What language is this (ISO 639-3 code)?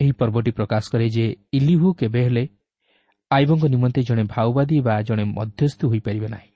ori